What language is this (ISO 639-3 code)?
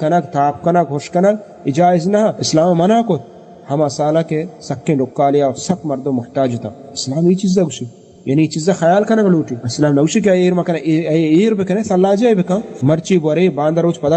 bal